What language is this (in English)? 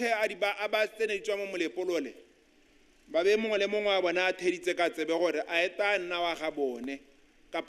Tswana